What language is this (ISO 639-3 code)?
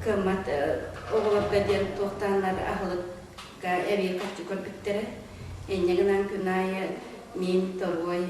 sah